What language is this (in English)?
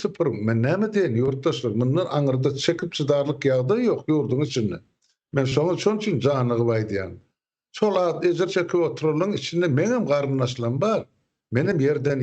Turkmen